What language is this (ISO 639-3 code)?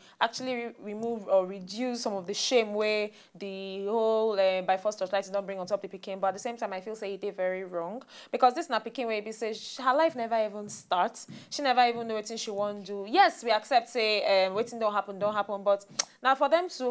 pcm